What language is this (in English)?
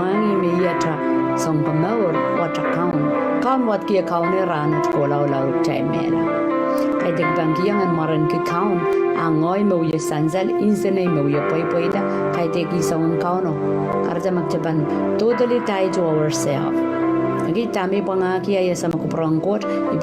Pohnpeian